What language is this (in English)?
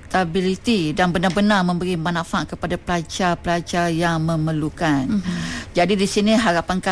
Malay